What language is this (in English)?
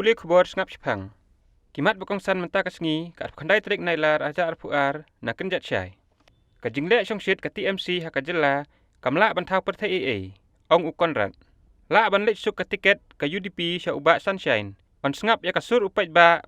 Khasi